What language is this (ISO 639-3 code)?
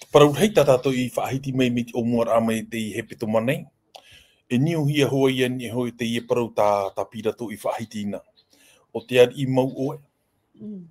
tah